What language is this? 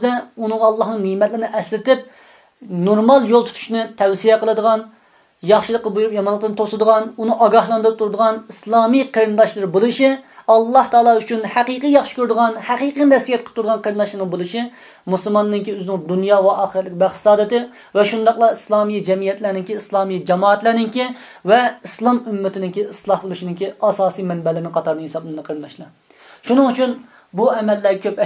Uyghur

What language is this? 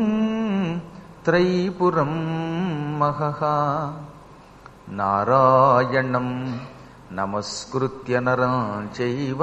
Telugu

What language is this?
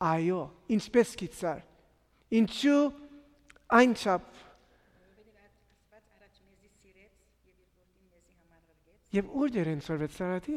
Western Armenian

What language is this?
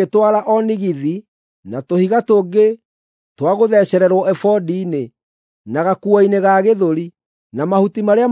Kikuyu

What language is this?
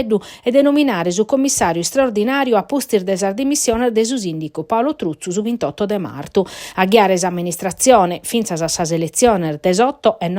Sardinian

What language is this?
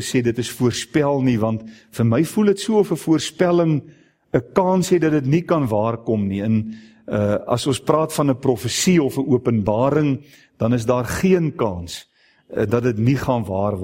Afrikaans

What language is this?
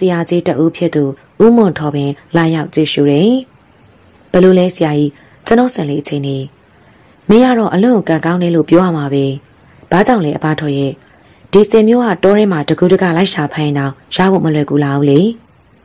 Burmese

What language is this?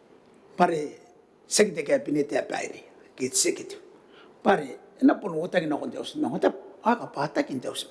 Gilbertese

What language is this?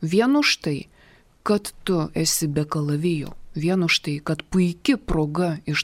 Lithuanian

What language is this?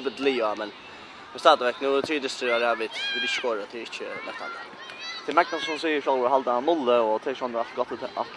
Faroese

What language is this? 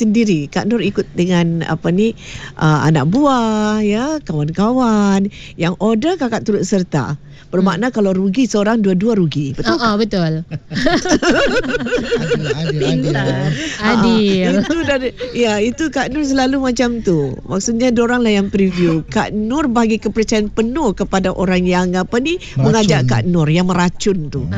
Malay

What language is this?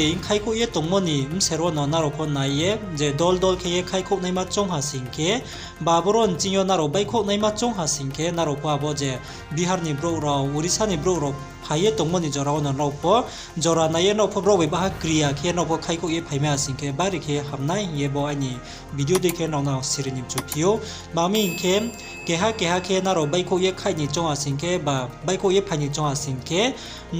Riang (India)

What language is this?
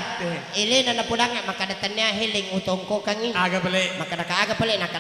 Buginese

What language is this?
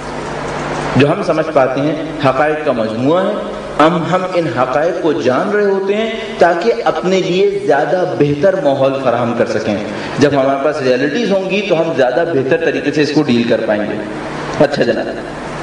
Urdu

